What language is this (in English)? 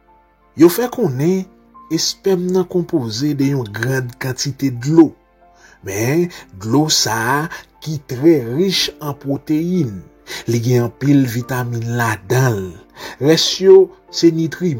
Haitian Creole